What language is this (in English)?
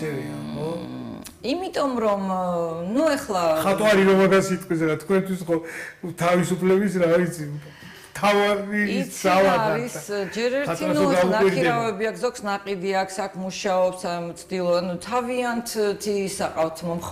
Georgian